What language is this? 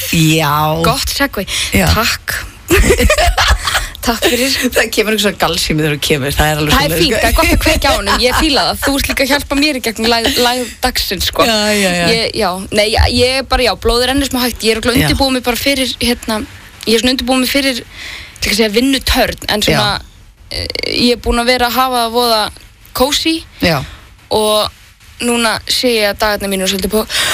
Icelandic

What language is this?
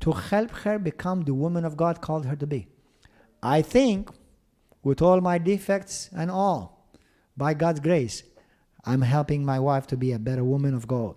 English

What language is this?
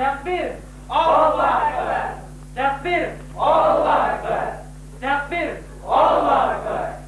Bashkir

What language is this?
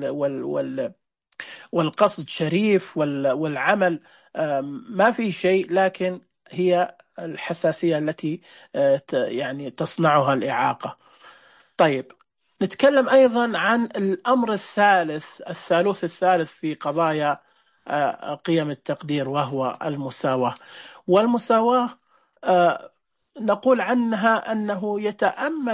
Najdi Arabic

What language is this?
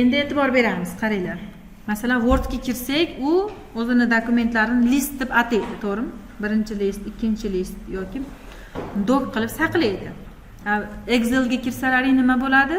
Uzbek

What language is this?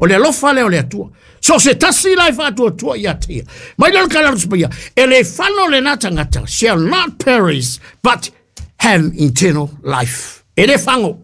Samoan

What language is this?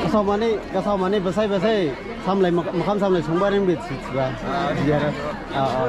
Dimasa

